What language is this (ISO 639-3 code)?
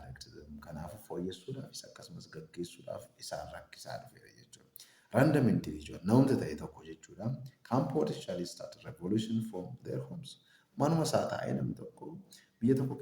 orm